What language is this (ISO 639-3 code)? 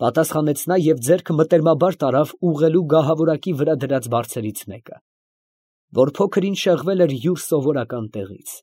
hye